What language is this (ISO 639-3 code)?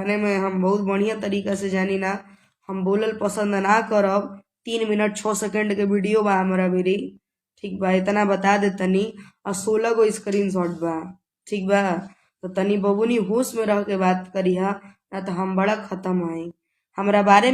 bho